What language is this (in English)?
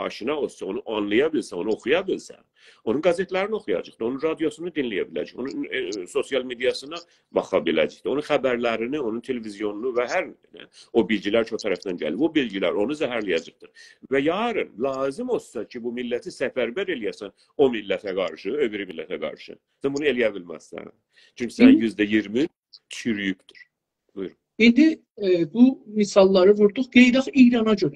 South Azerbaijani